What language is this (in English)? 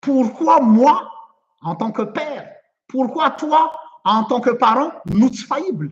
Malagasy